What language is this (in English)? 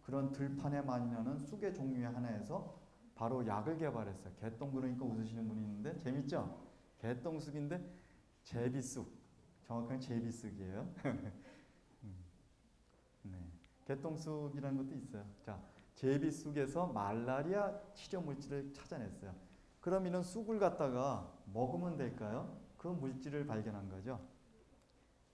Korean